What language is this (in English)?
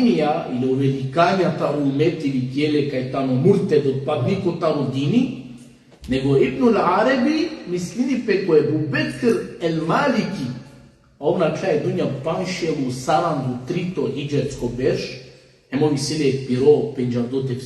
Balkan Romani